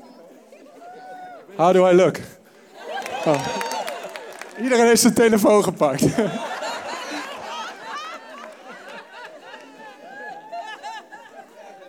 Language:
Dutch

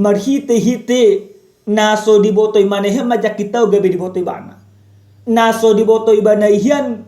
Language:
Batak Toba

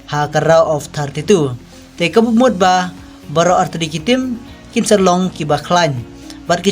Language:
Khasi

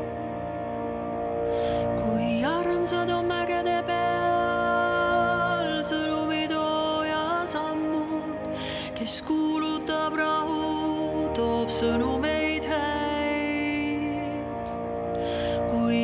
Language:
Estonian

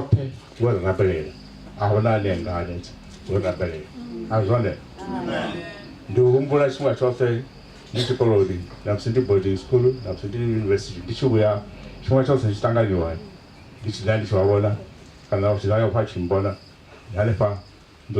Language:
Venda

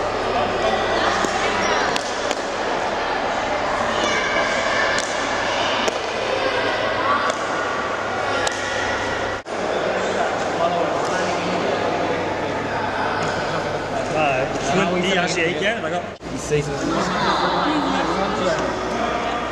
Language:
Basque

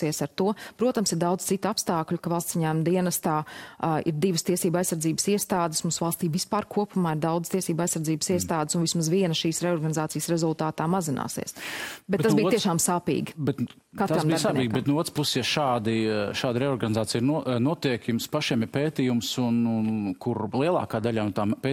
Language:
Latvian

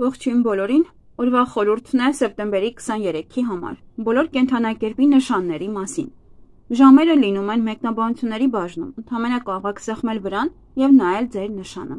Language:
Armenian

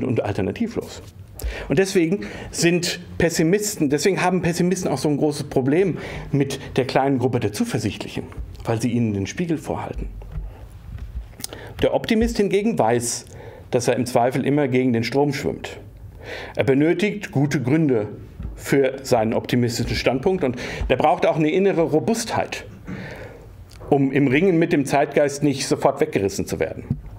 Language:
German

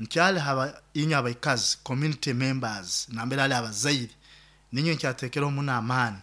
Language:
Nyoro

